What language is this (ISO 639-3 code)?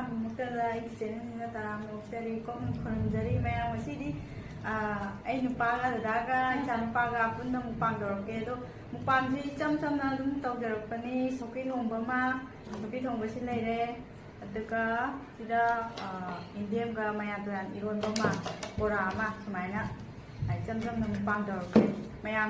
mni